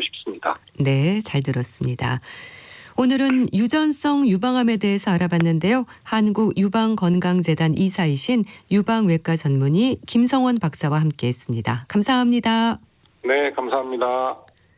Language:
Korean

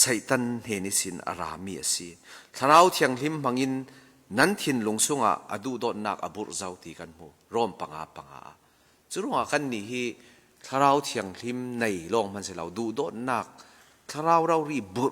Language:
Falam Chin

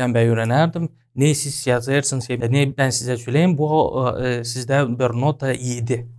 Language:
Gagauz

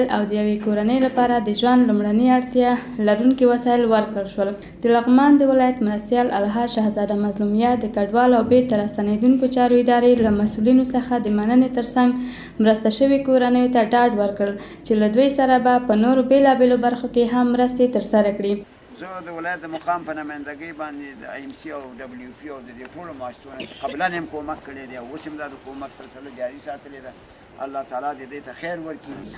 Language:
Pashto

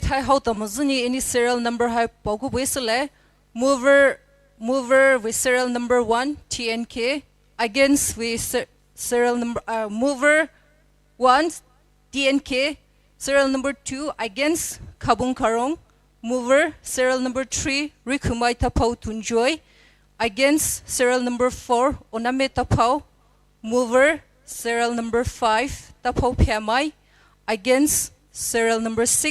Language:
Poumei Naga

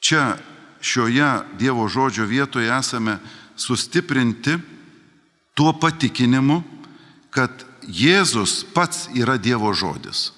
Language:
Lithuanian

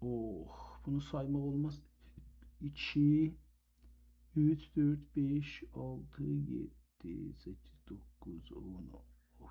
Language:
South Azerbaijani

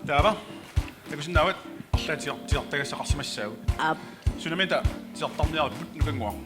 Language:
Kalaallisut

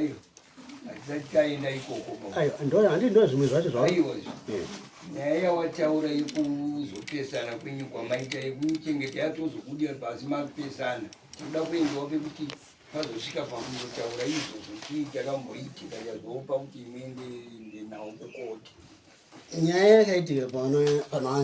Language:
Shona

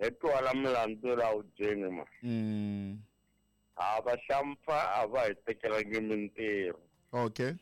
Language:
Tsonga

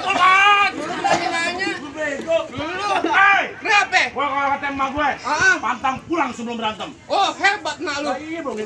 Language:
Betawi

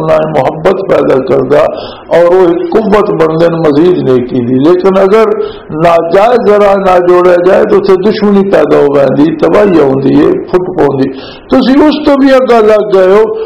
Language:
Urdu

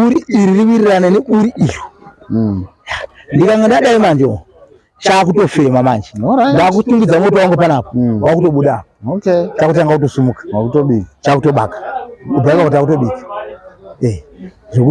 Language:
Shona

